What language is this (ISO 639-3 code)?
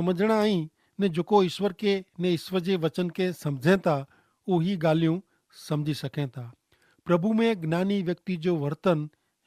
kfr